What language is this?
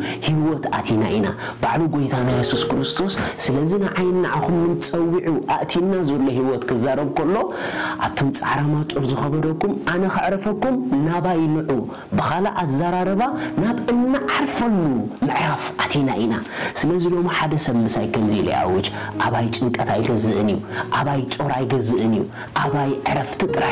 Tigrinya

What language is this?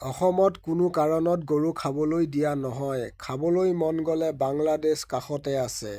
Assamese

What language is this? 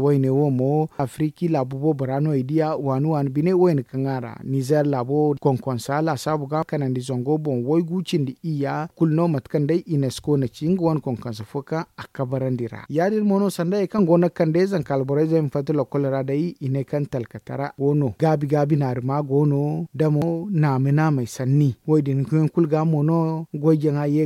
Zarma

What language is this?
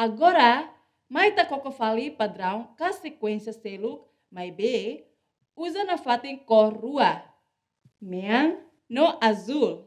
Tetum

